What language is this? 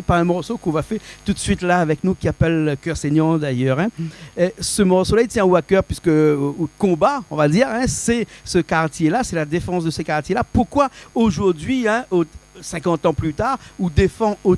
Réunion Creole French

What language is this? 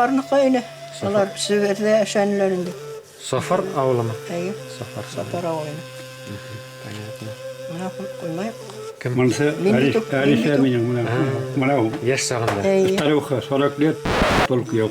Bashkir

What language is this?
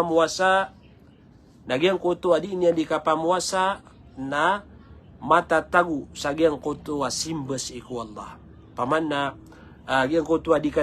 Maranao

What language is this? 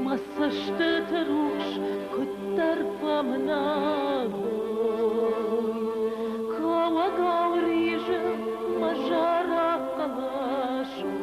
Ossetic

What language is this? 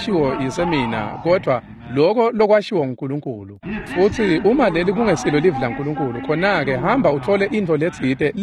Swati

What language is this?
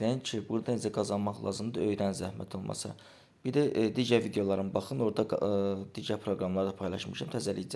Azerbaijani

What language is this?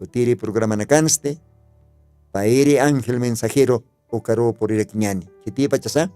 Aymara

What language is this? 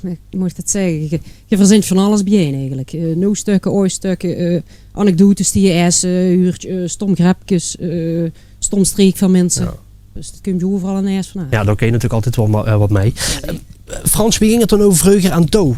Limburgish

